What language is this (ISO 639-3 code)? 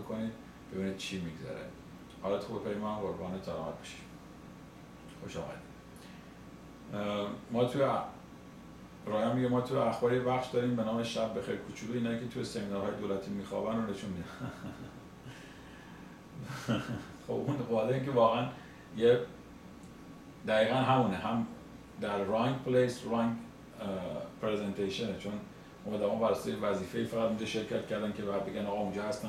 fas